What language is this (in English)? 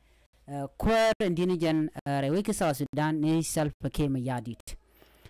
Nuer